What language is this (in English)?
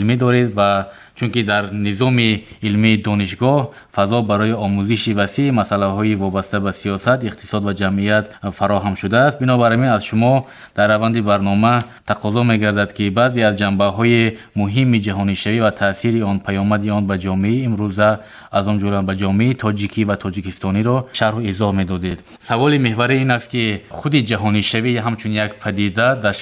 Tajik